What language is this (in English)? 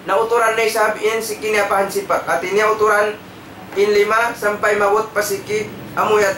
Tausug